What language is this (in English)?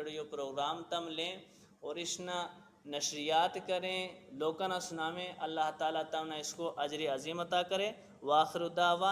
Gujari